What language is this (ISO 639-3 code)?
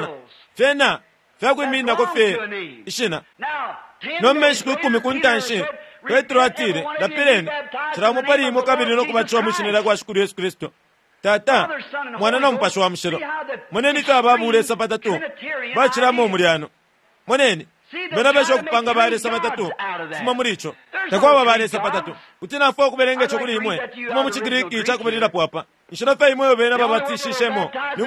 bem